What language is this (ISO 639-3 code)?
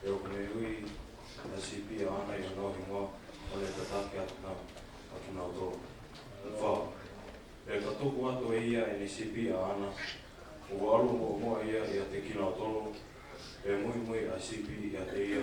ton